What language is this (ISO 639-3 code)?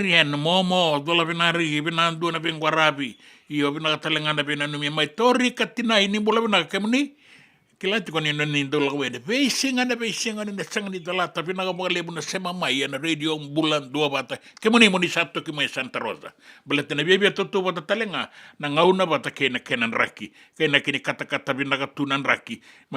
fij